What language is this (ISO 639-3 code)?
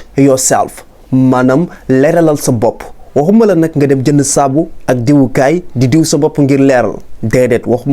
wol